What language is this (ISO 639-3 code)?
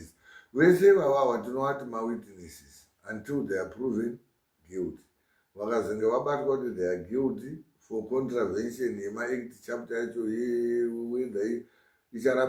sna